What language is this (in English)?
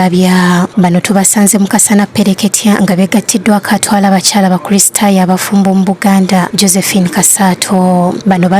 Ganda